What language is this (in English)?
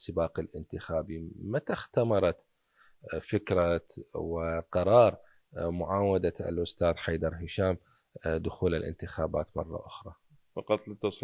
Mesopotamian Arabic